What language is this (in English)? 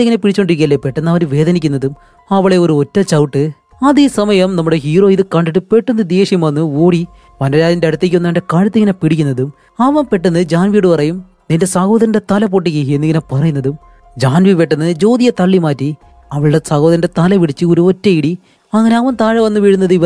Malayalam